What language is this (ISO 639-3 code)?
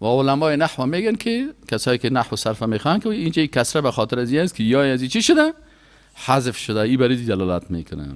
fas